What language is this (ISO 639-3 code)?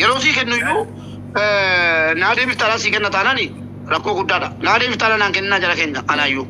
orm